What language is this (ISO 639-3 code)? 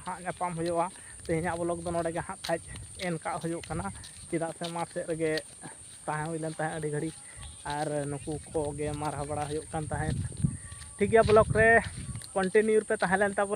sat